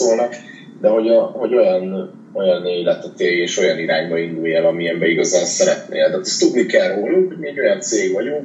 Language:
Hungarian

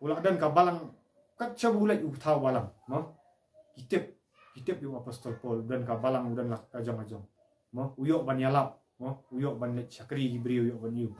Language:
Khasi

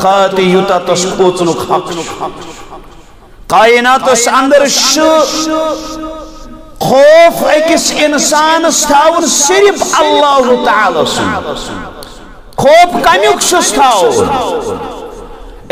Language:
Kashmiri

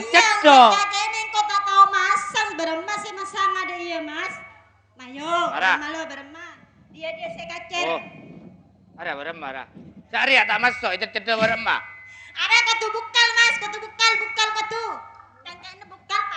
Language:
Madurese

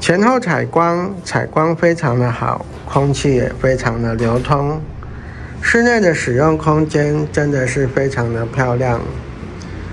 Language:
Chinese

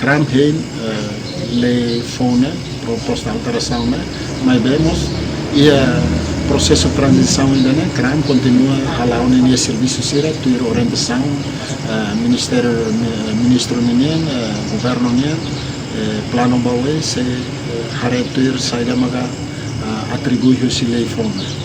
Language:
Tetum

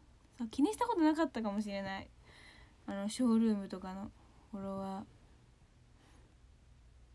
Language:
Japanese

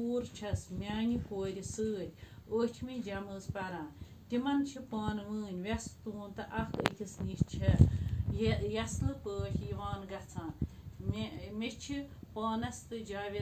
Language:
Kashmiri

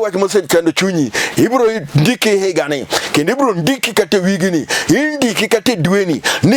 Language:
Luo (Kenya and Tanzania)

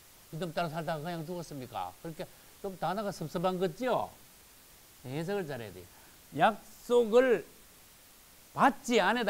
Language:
Korean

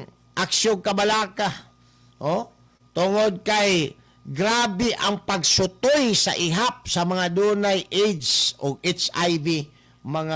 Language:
Cebuano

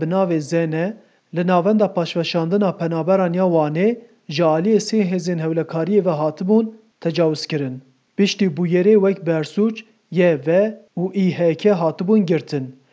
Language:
Kurdish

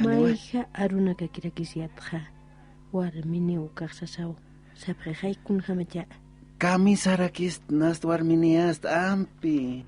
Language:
Aymara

